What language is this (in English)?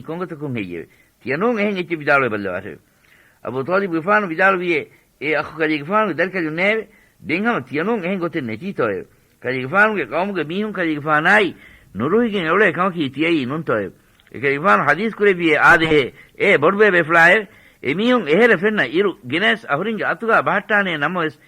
Divehi